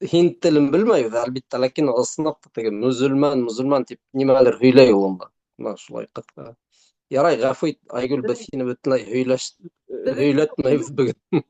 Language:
Bashkir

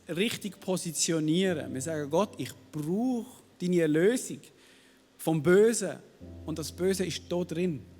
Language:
Swiss German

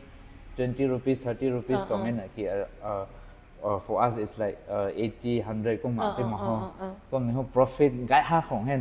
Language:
Rongmei Naga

